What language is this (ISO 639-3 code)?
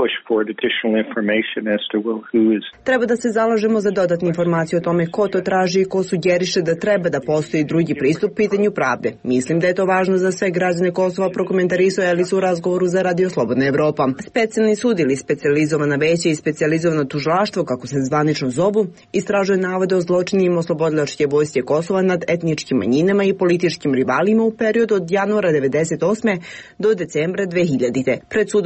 srp